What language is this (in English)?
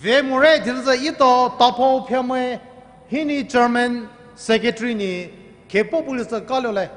Poumei Naga